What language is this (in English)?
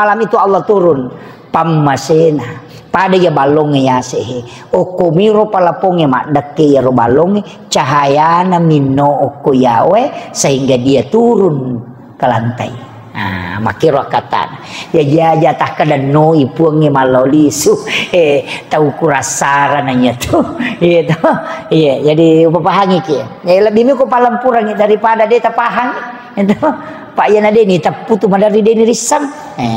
Buginese